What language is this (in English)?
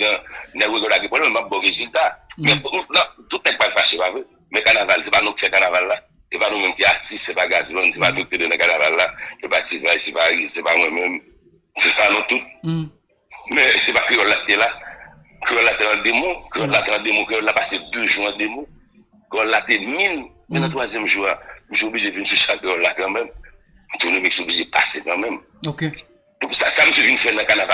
Haitian Creole